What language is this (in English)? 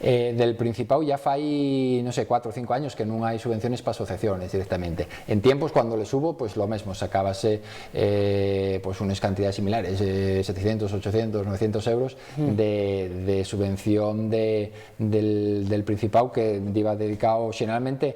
Asturian